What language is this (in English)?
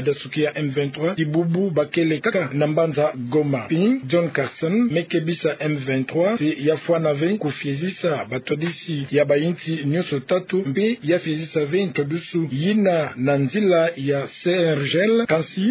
Kituba (Democratic Republic of Congo)